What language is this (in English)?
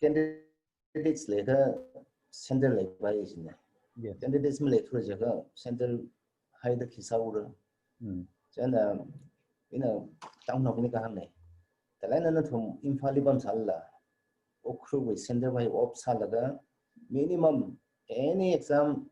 Tangkhul Naga (India)